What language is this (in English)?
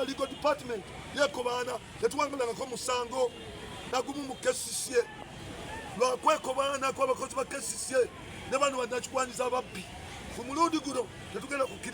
Ganda